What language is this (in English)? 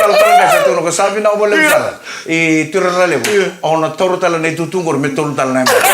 Fijian